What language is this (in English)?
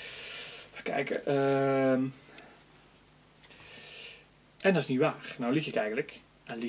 Dutch